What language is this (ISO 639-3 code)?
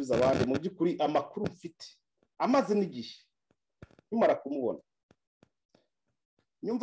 kin